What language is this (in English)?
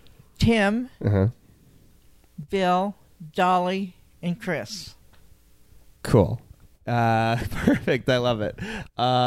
English